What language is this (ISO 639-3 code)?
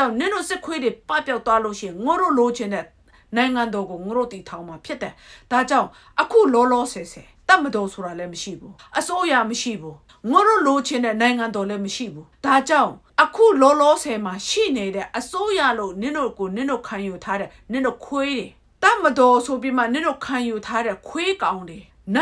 mya